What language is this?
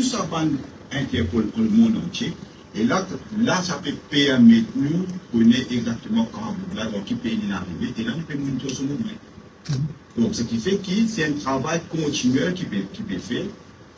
Morisyen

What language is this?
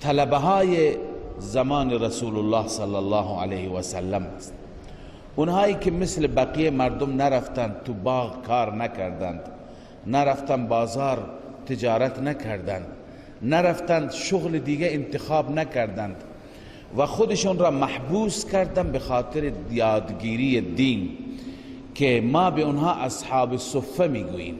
Persian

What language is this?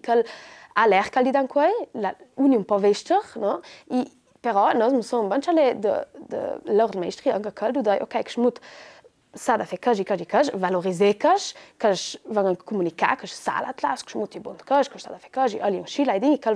Ladin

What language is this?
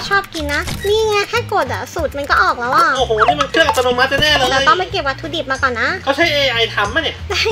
Thai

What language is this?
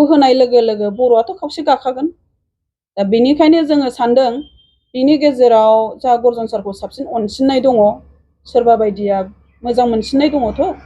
Bodo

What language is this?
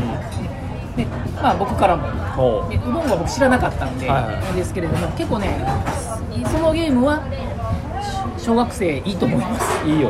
Japanese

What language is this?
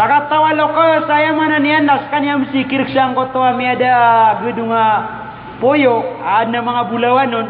Maranao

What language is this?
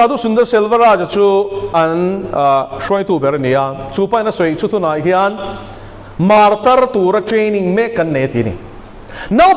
Mizo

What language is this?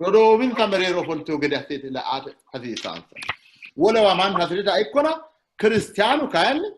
Sidamo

